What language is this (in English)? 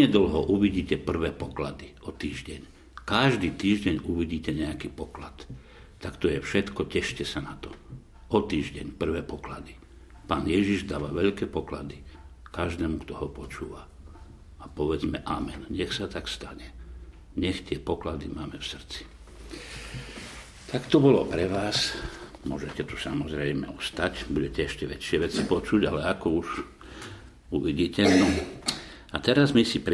Slovak